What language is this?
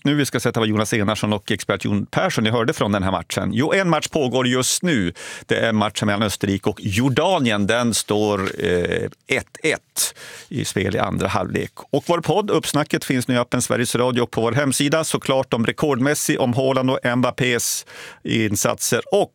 Swedish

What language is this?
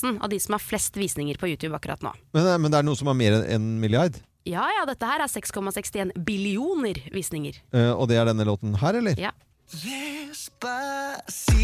Norwegian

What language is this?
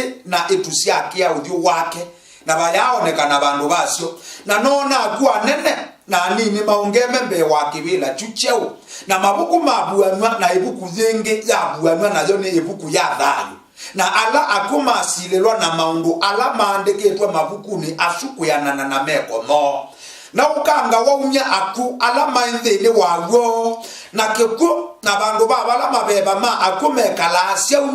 Kamba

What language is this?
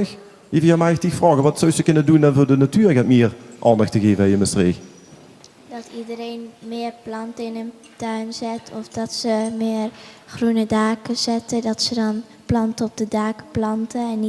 Limburgish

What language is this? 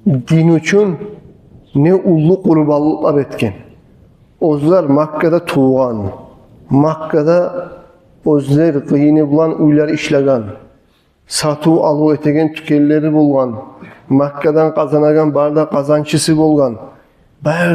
Kumyk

